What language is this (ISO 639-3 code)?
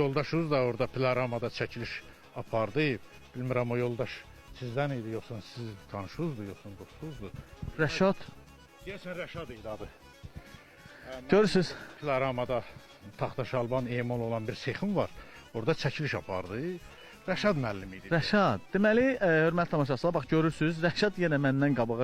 aze